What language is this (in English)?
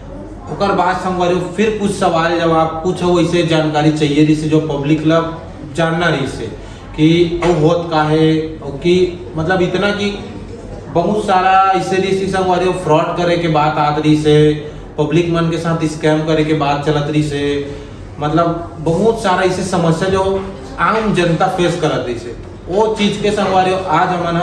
Chhattisgarhi